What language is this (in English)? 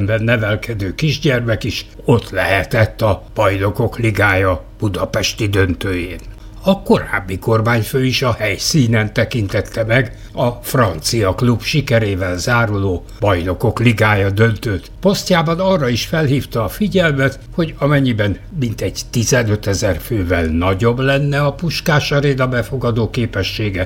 Hungarian